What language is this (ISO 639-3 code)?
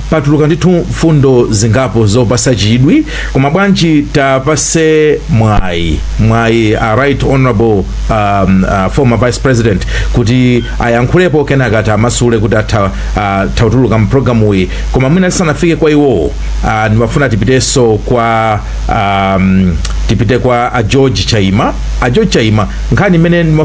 nya